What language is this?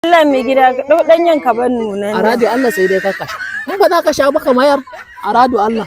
Hausa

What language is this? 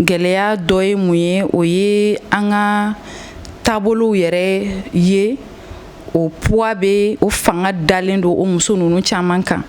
Bambara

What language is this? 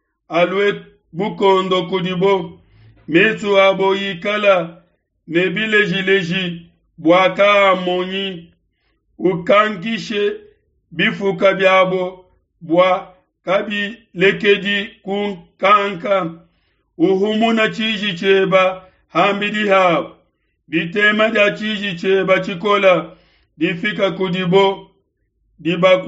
Luba-Lulua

